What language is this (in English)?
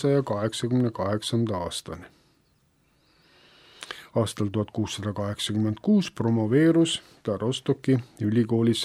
Estonian